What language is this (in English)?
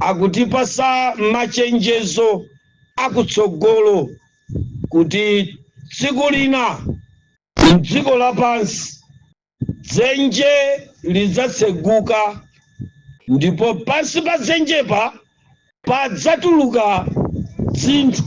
Nyanja